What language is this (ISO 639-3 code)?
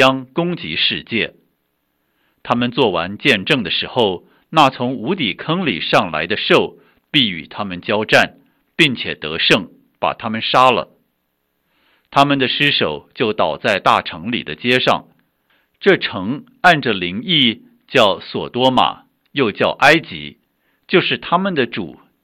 zho